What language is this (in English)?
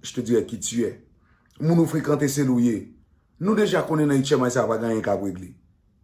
Haitian Creole